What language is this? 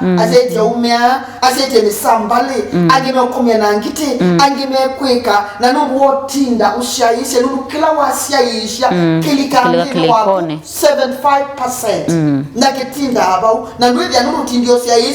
Kamba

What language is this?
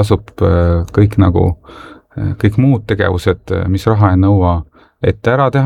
Estonian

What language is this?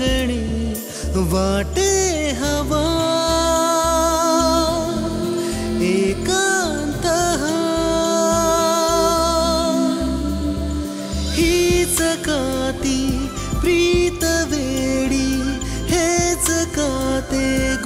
Marathi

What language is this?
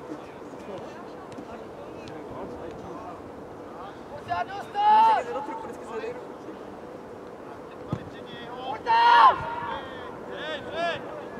Czech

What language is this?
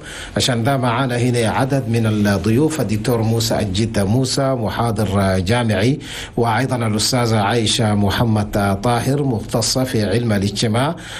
Chadian Arabic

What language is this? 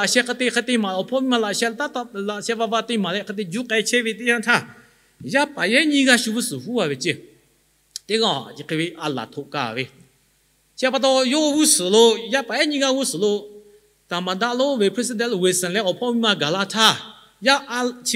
Lahu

